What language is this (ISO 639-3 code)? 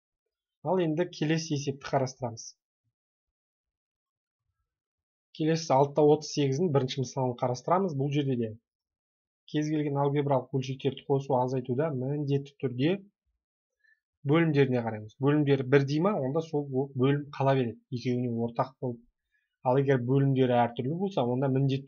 kaz